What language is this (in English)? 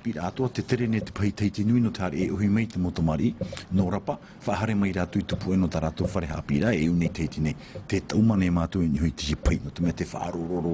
Tahitian